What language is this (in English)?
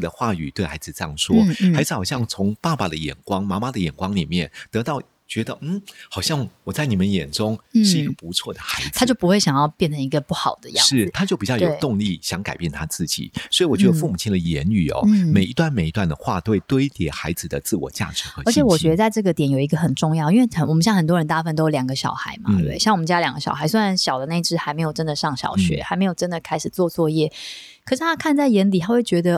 Chinese